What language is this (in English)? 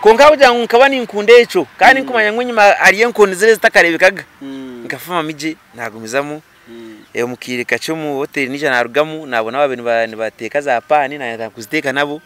Nyankole